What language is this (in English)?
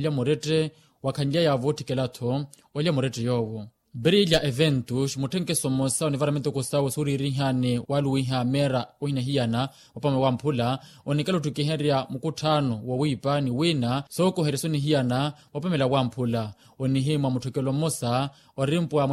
Makhuwa